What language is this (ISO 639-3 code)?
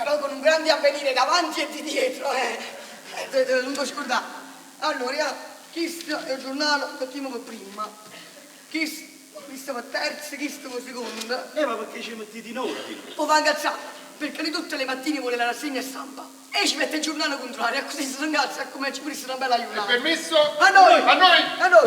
nap